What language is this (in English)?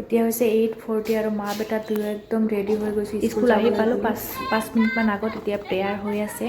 Assamese